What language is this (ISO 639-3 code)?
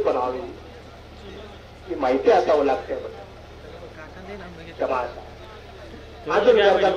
mar